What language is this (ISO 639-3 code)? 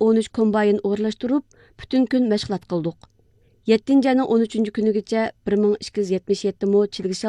uig